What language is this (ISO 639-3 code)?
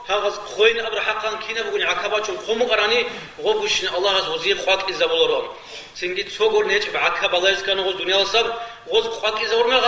ava